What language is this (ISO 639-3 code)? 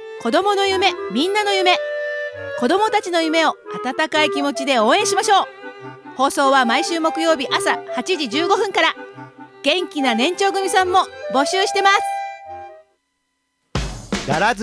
jpn